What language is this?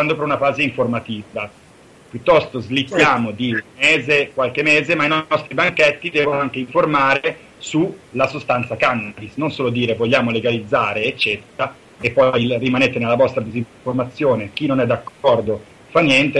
Italian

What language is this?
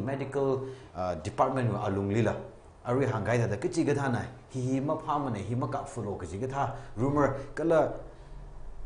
Tangkhul Naga (India)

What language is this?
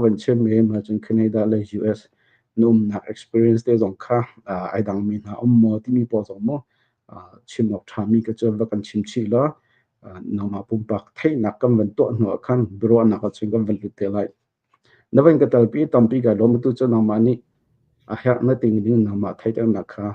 Hakha Chin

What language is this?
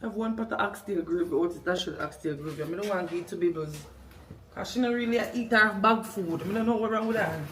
Jamaican Creole English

